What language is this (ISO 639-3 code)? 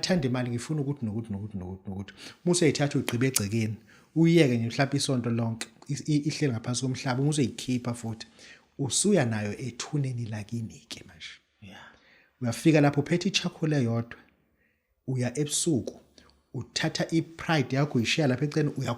zul